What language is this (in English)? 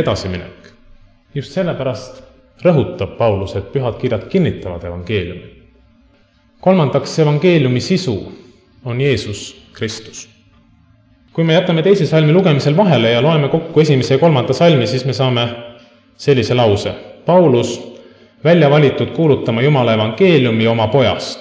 Estonian